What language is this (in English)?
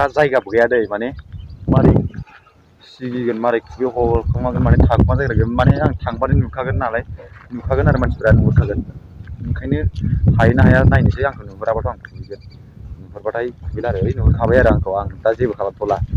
Bodo